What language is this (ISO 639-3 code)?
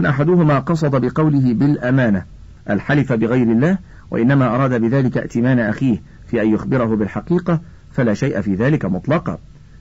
ara